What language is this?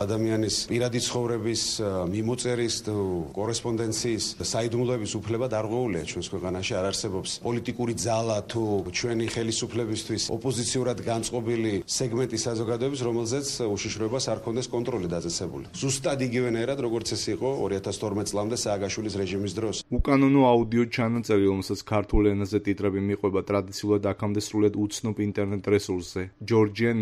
Georgian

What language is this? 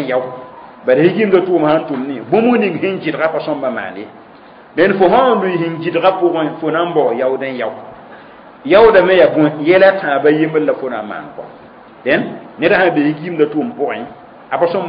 Mossi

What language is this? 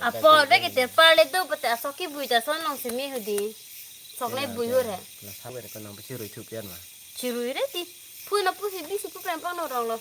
Karbi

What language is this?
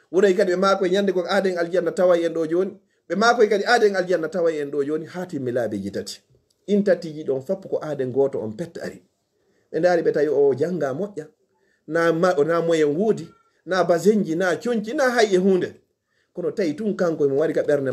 Fula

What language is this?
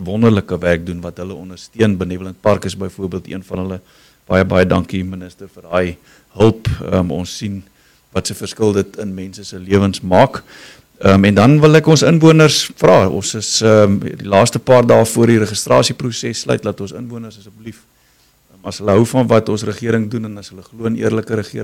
Afrikaans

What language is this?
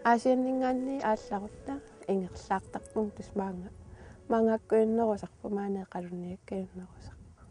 Kalaallisut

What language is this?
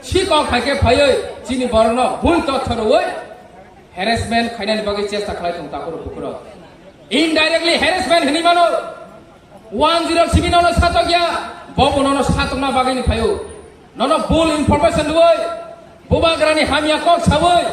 Kok Borok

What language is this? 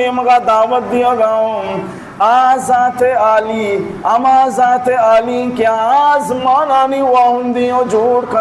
Baluchi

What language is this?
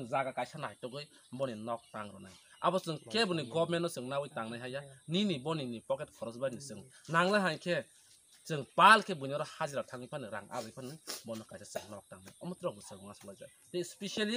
Riang (India)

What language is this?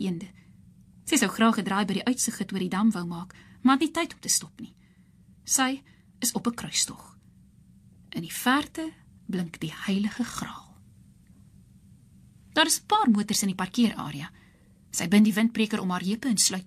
Afrikaans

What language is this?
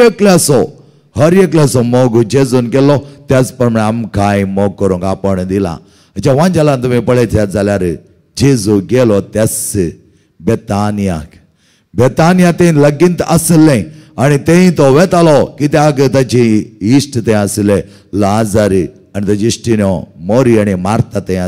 Konkani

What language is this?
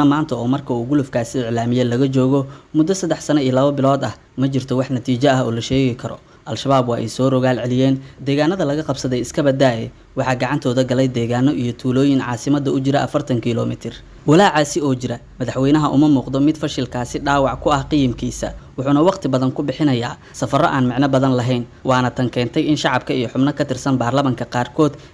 Somali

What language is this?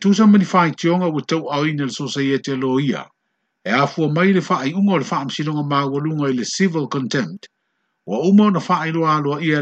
Samoan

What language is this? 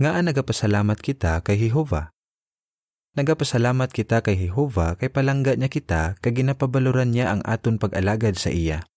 Hiligaynon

